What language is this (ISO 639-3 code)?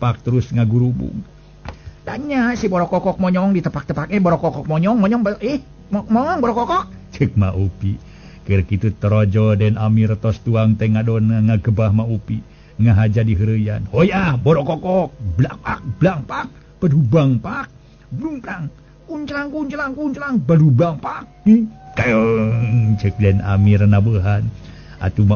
sun